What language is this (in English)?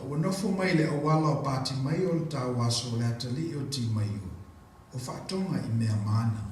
Samoan